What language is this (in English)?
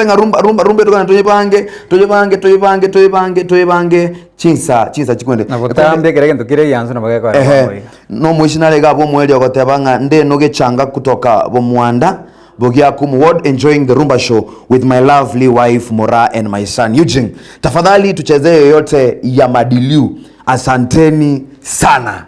Gusii